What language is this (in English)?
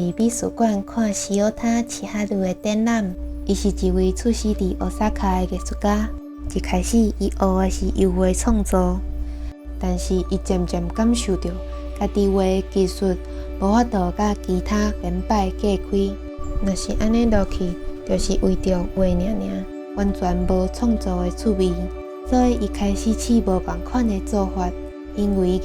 Min Nan Chinese